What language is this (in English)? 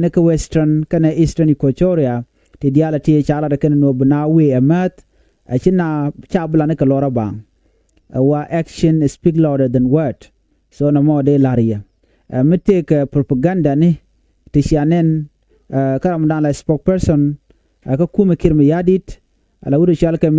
Nuer